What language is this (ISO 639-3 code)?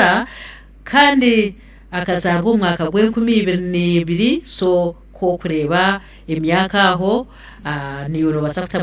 nyn